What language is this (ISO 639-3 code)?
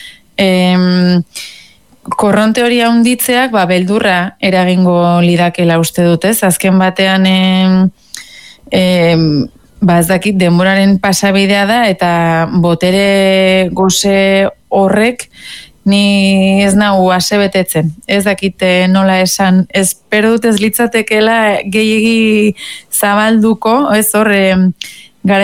eus